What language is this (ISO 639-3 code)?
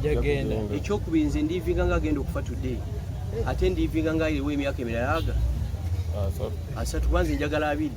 lug